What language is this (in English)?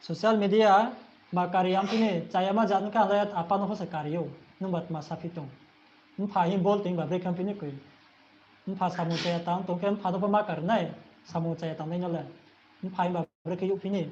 Riang (India)